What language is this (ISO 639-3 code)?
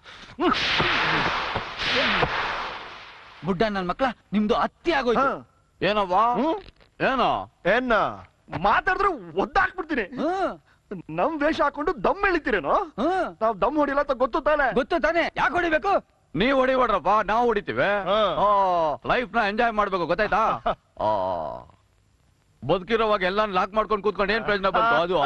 kan